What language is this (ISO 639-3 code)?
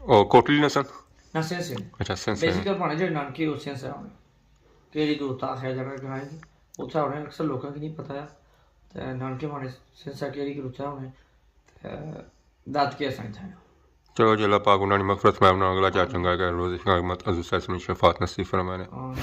phr